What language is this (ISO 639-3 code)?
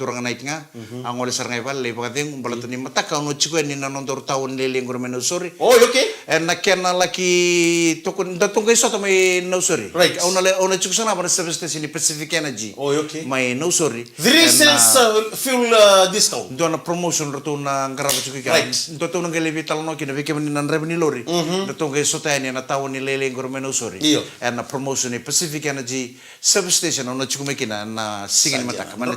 fij